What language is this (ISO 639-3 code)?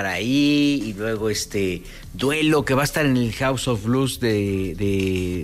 spa